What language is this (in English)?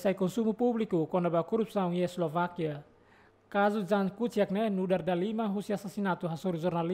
Tetum